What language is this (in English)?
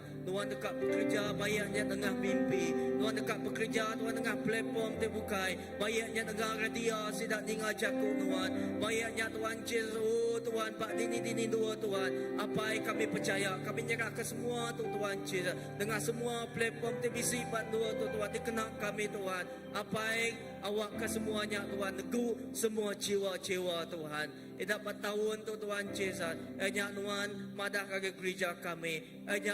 Iban